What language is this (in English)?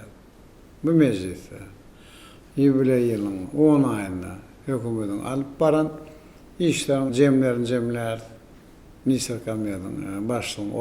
Turkmen